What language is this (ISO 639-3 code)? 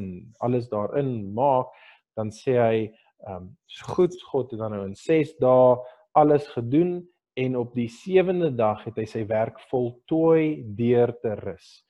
afr